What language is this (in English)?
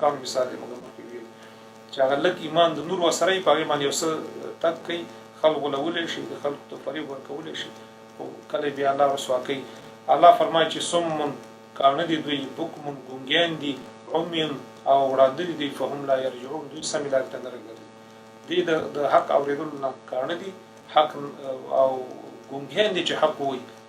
Pashto